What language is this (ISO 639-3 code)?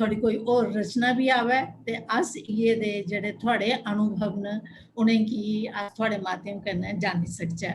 doi